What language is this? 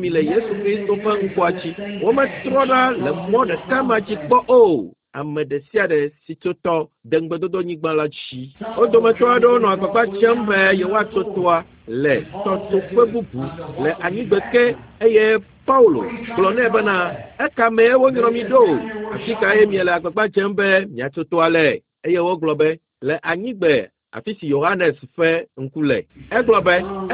Ewe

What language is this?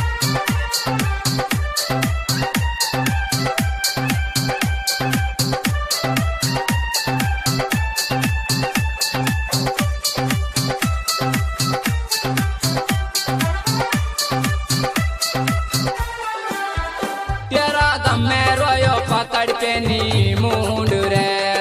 Haryanvi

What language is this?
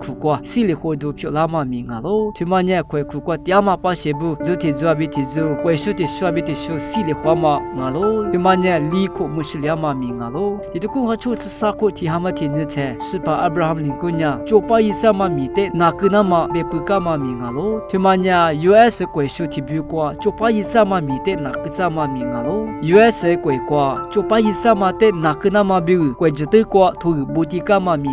Lisu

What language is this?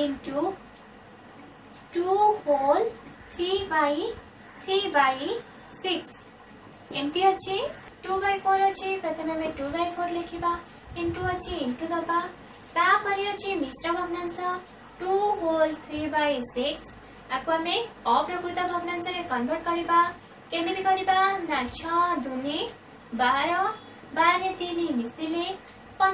Odia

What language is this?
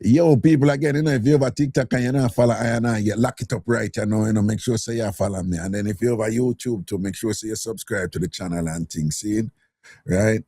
Jamaican Creole English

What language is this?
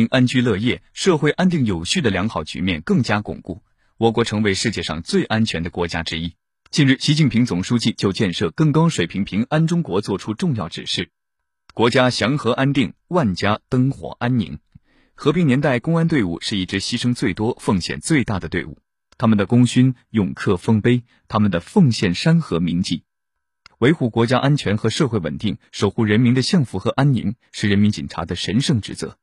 Chinese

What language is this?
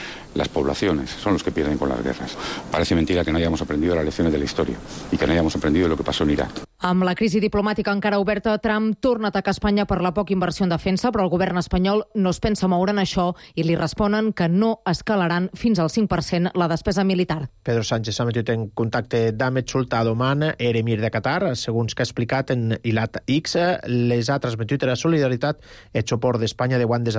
Catalan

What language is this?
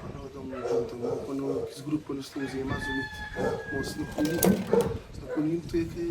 Kabuverdianu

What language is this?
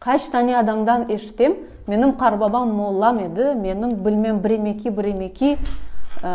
Crimean Tatar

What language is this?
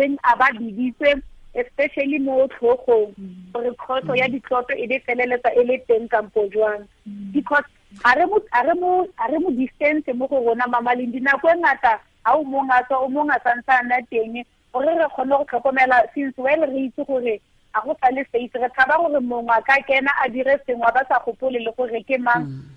Tswana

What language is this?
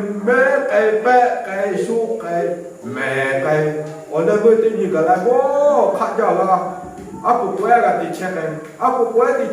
Lahu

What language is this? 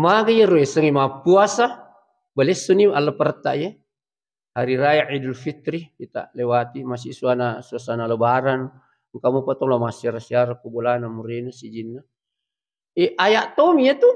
Buginese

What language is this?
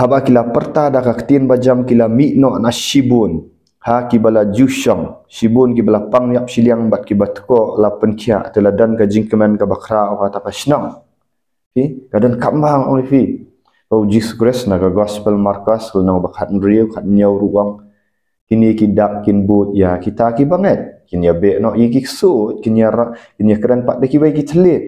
Khasi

